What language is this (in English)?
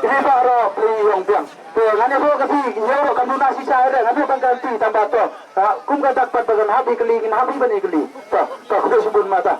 Khasi